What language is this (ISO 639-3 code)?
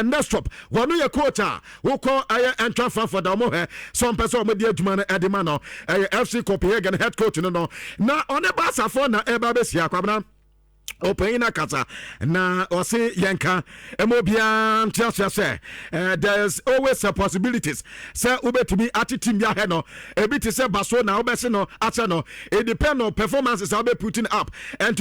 aka